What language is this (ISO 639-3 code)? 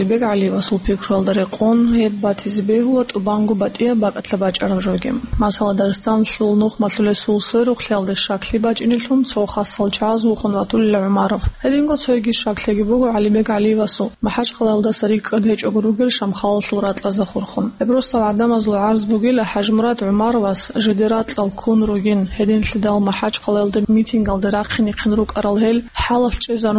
ava